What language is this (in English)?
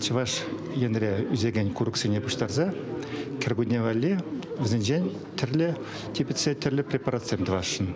Chuvash